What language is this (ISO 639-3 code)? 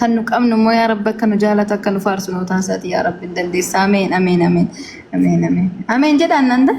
orm